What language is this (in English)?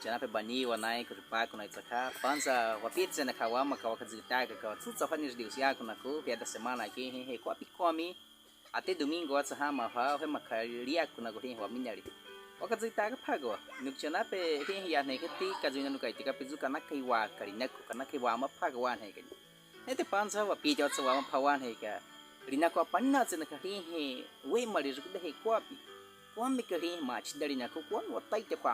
Baniwa